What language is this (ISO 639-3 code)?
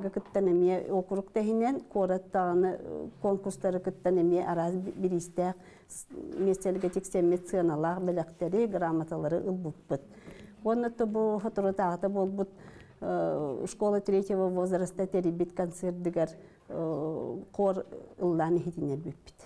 sah